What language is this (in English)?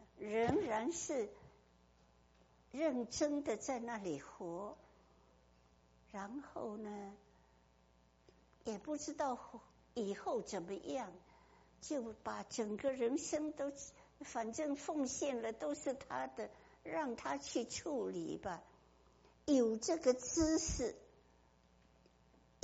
Chinese